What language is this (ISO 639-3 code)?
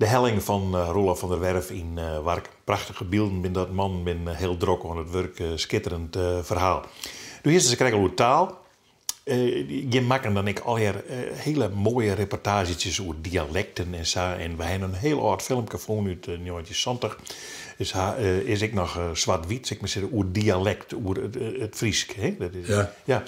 fry